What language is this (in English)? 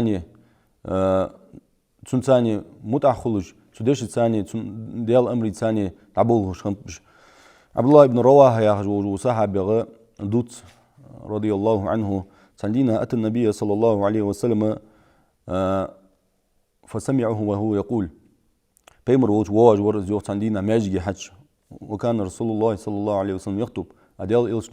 Ingush